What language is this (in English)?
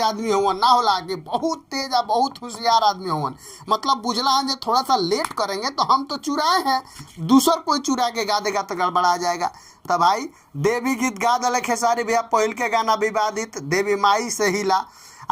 Bhojpuri